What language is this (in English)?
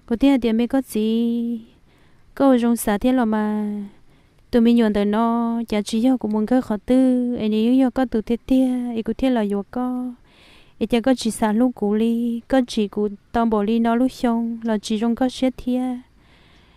Hmong